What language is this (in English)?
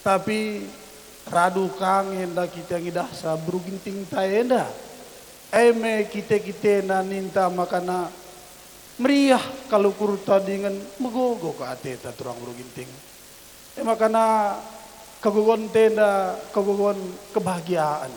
Batak Karo